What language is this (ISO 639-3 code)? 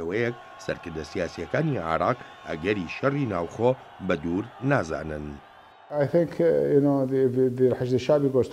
ckb